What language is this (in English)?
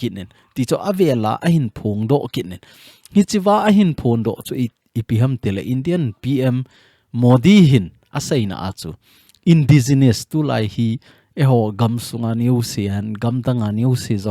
Thado Chin